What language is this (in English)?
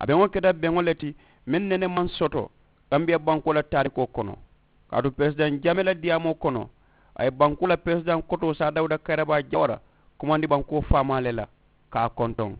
Mandingo